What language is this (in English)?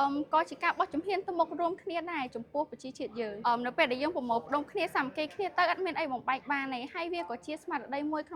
Khmer